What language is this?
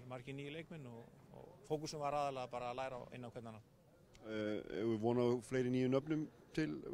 Icelandic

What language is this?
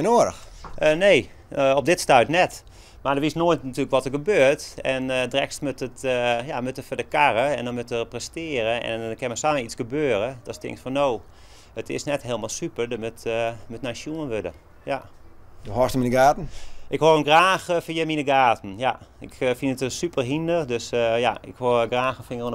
Western Frisian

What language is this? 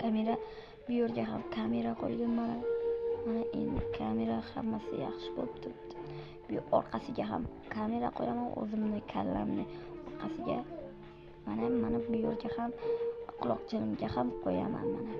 Uzbek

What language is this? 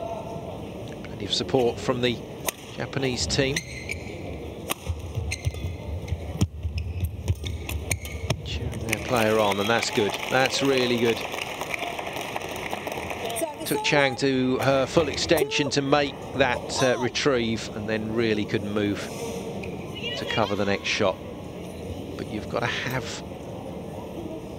English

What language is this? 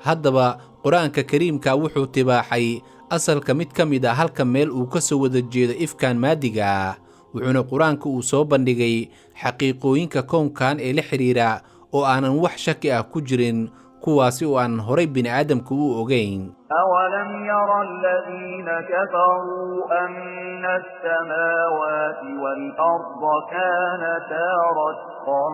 Somali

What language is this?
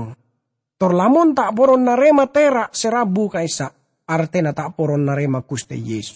Madurese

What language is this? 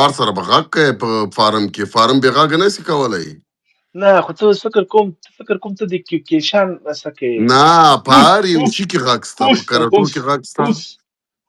Pashto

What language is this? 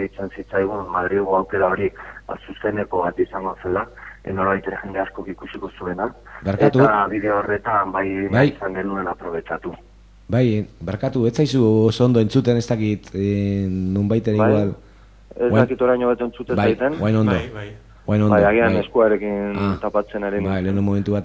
Basque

